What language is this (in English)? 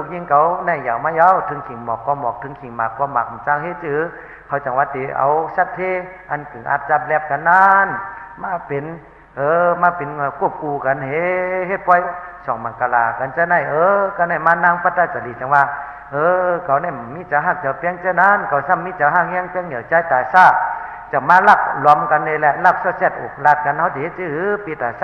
Shan